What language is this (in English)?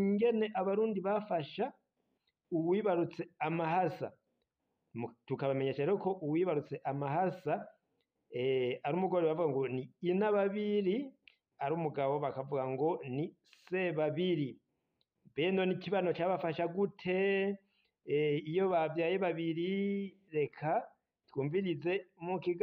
Rundi